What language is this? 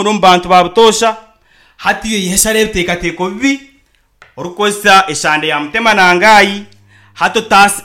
Nyankole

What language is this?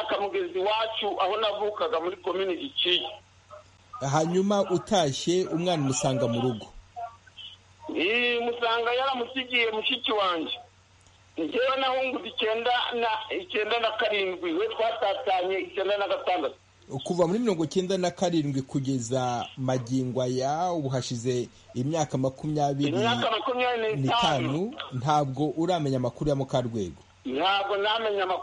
Kinyarwanda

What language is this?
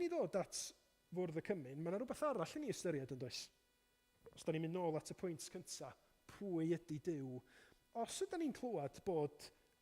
Welsh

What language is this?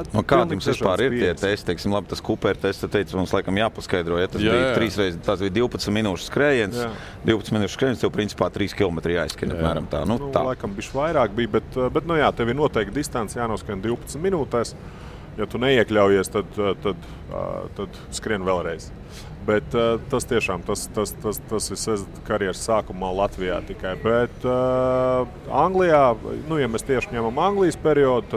Latvian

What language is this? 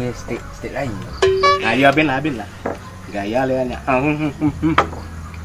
Minangkabau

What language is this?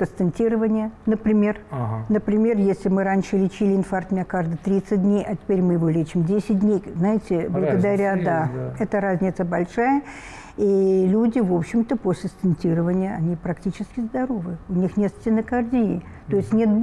Russian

